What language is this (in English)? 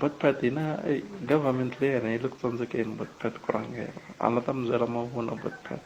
Tsonga